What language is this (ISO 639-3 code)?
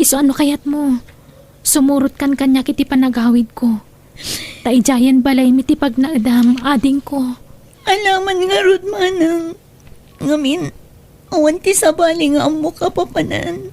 ilo